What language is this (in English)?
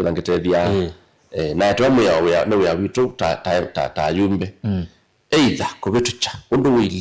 Kamba